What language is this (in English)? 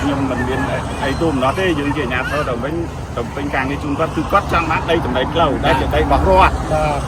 Khmer